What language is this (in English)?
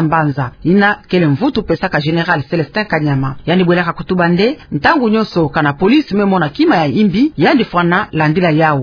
Kituba (Democratic Republic of Congo)